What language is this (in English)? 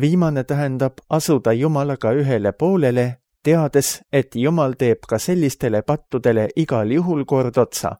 Estonian